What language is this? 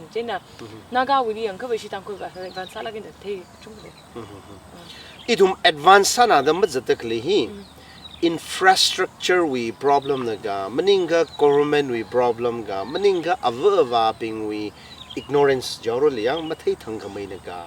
Tangkhul Naga (India)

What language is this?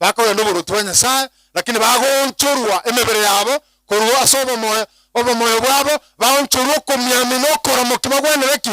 Gusii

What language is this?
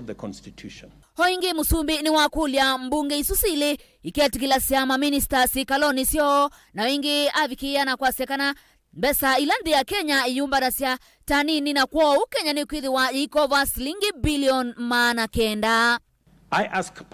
Kamba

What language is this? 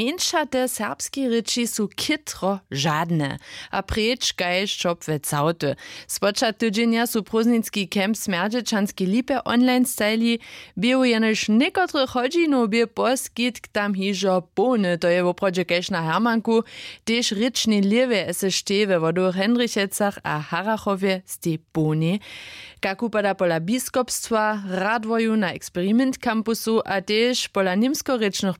Upper Sorbian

